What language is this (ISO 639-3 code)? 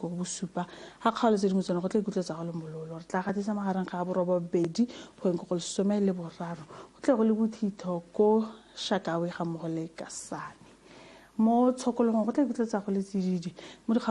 tsn